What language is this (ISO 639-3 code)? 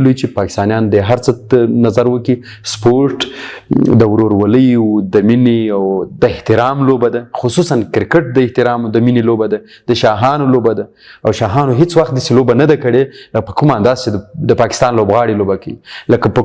pus